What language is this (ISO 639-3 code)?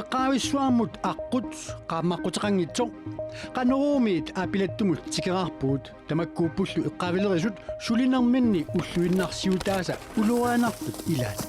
kal